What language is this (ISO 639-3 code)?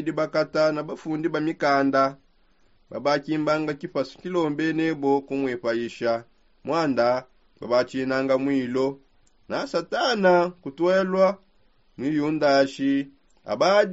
sop